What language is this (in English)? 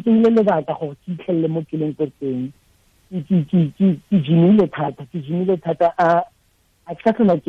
Tswana